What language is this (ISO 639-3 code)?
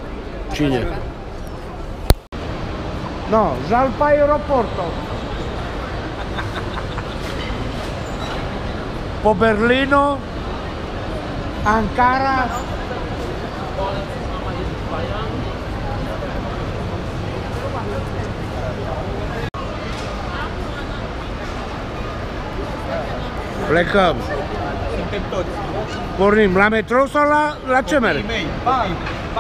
ron